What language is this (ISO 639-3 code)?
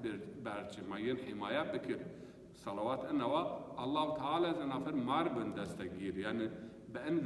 zza